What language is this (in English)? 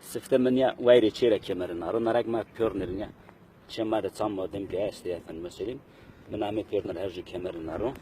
Zaza